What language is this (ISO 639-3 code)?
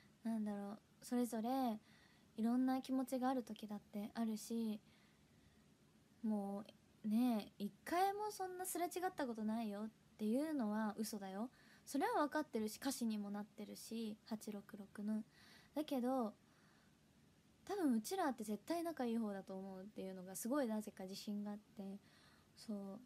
jpn